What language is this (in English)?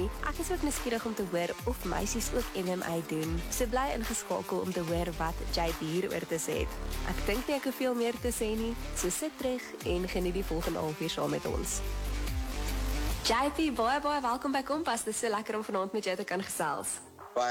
Afrikaans